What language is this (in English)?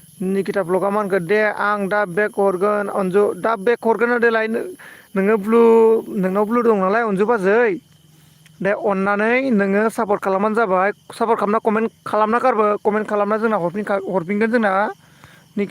Bodo